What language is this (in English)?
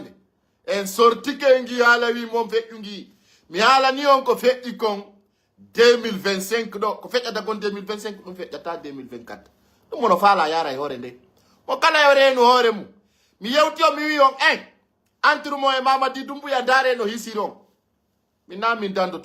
Pular